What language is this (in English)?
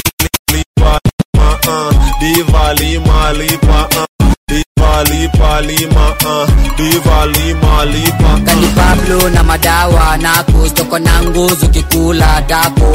Swahili